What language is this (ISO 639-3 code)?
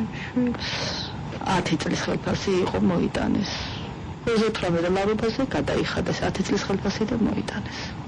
kat